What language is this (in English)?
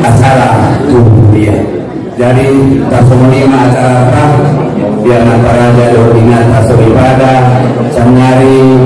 Batak Angkola